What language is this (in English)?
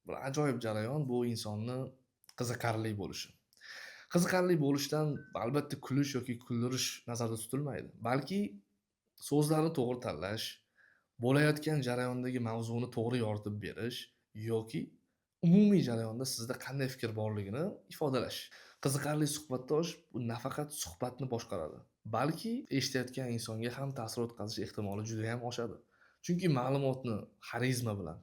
Uzbek